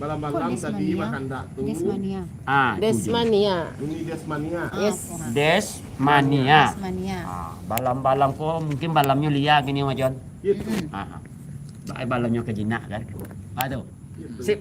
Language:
Minangkabau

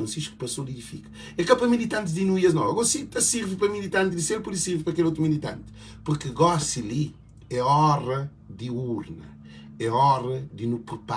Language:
Kabuverdianu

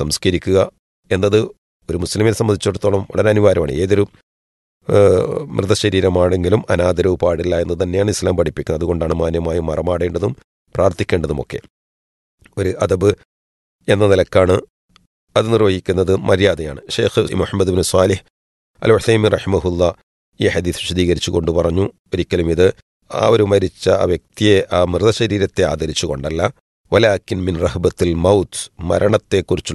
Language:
Malayalam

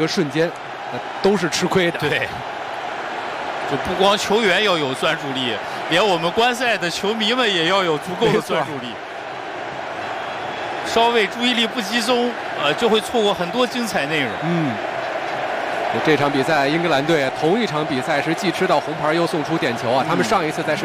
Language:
Chinese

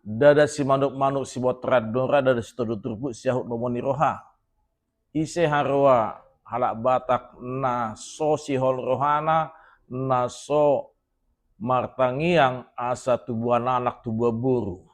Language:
Batak Toba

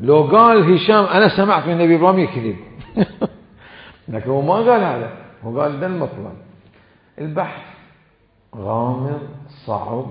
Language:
Mesopotamian Arabic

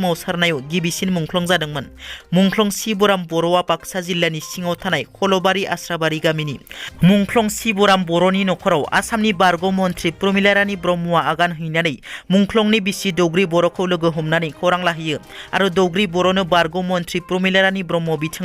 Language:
Bodo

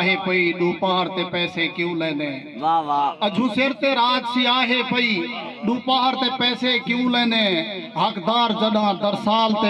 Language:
Saraiki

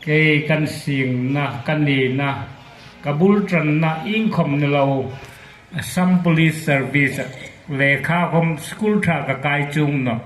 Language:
Hmar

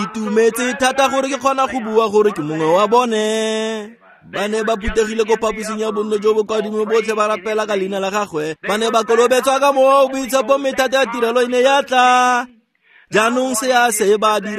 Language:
Tswana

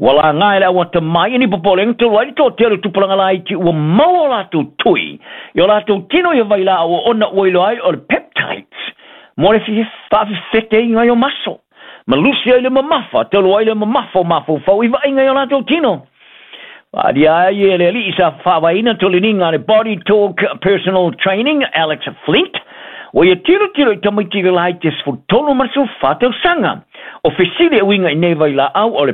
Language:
Samoan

